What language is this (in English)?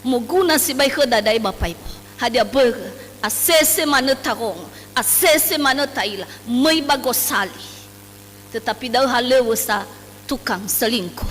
Nias